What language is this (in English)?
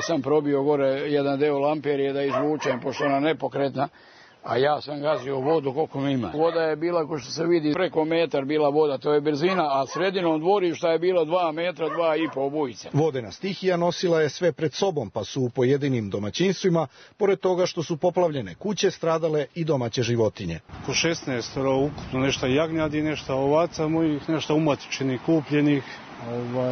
Serbian